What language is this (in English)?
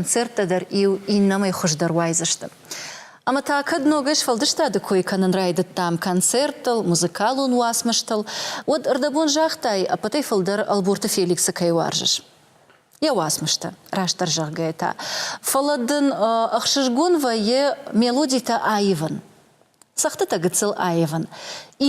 Ossetic